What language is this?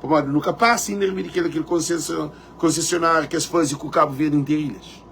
Kabuverdianu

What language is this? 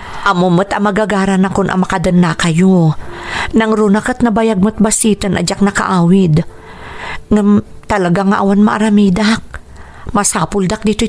Iloko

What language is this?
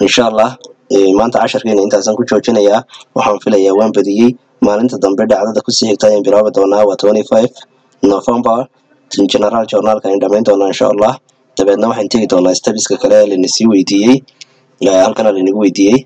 Somali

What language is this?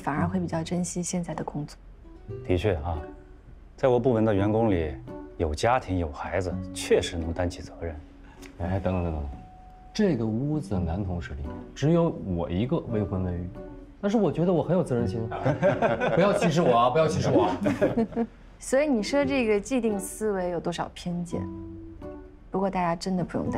Chinese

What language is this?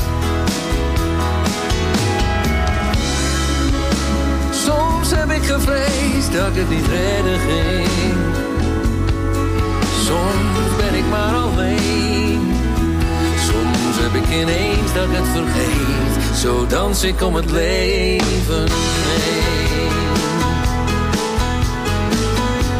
Dutch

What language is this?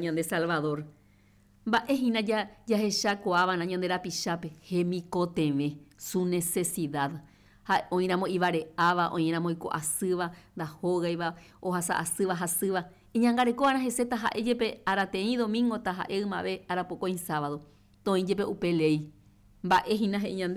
Guarani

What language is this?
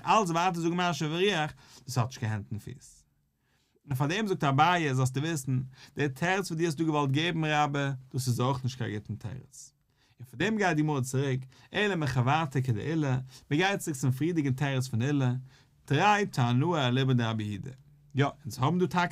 Yiddish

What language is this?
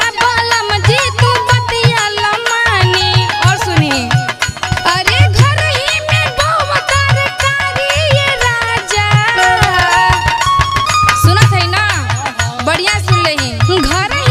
Bhojpuri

